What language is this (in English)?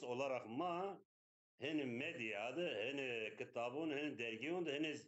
Zaza